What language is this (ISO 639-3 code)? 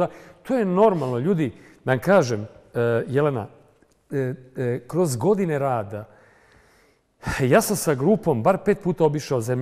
srp